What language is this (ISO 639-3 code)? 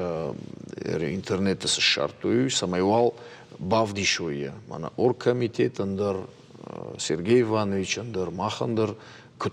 oss